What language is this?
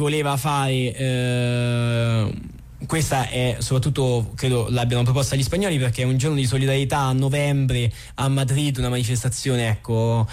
Italian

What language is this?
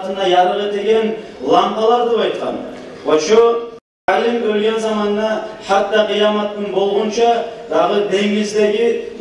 Kumyk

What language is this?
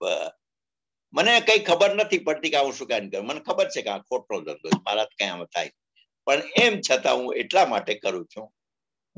Gujarati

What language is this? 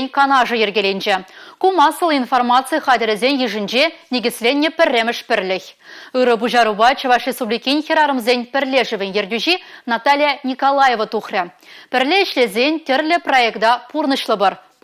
Chuvash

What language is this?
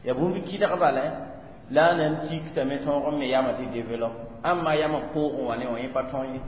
Mossi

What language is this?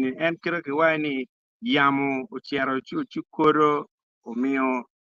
Acoli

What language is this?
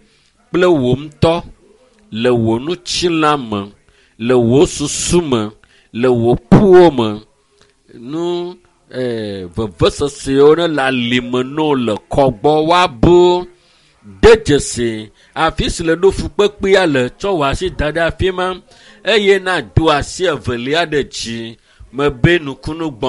Ewe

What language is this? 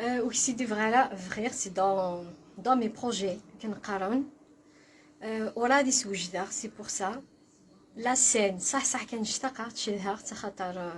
Kabyle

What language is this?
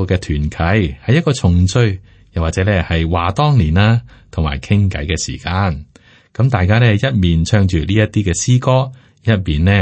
Cantonese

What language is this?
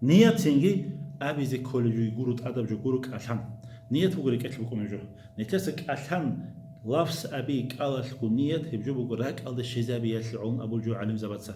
Avaric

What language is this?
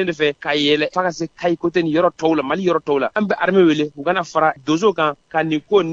Bambara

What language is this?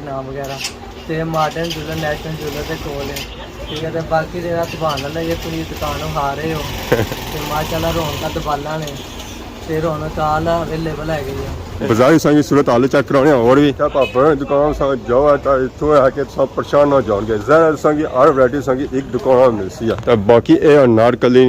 Pahari-Potwari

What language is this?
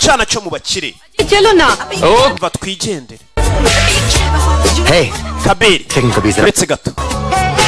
Kinyarwanda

